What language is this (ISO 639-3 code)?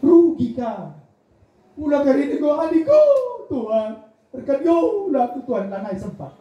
btx